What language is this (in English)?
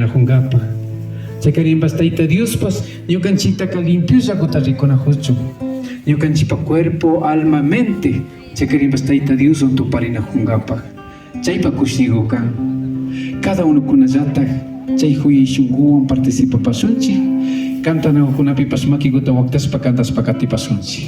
Imbabura Highland Quichua